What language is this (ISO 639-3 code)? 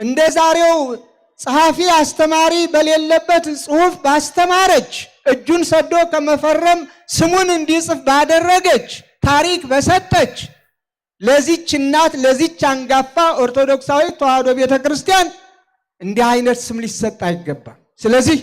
amh